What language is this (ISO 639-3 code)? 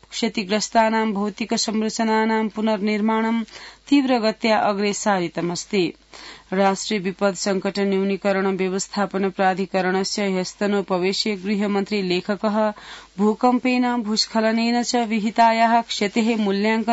san